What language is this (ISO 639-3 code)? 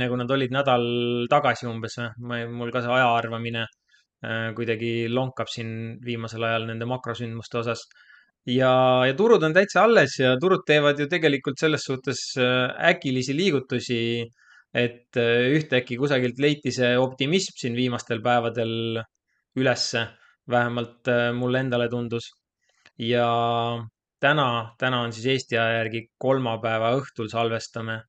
est